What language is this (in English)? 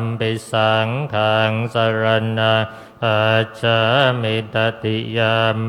Pali